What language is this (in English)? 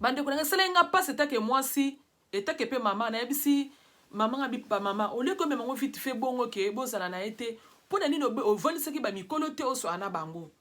Lingala